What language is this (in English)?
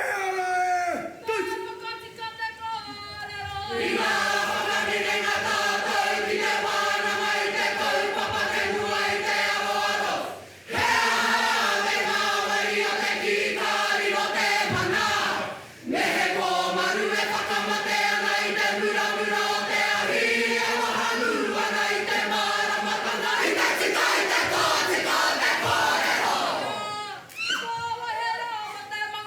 Māori